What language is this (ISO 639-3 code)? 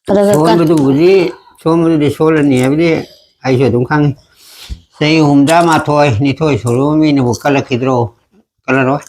mni